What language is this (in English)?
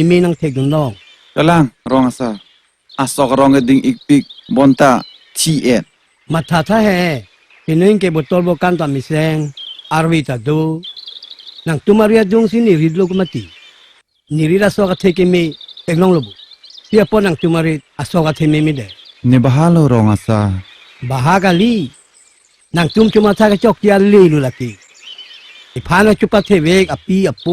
Karbi